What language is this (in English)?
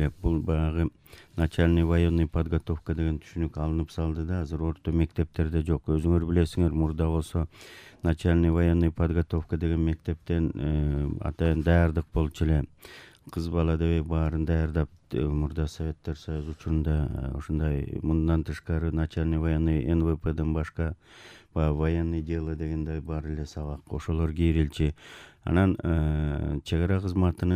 Kyrgyz